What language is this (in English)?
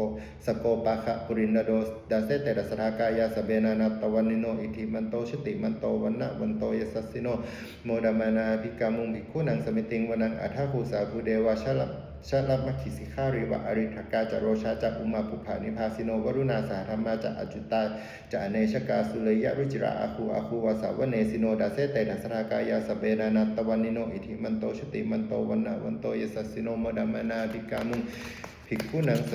Pali